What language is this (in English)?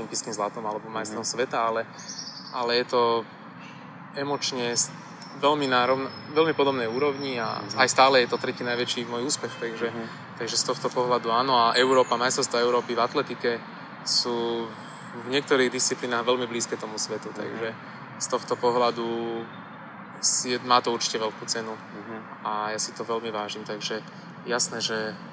Slovak